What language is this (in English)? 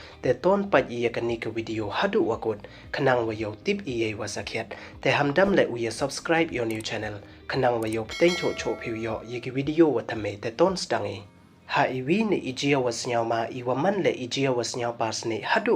Pnar